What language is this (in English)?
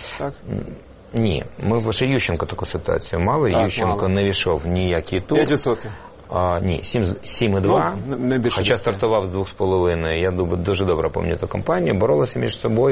Ukrainian